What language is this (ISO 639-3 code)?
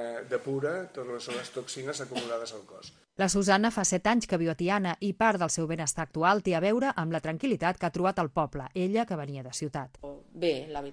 cat